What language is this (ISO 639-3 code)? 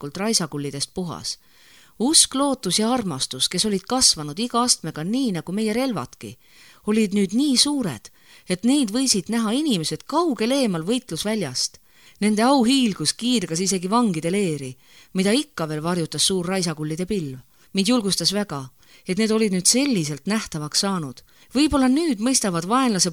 est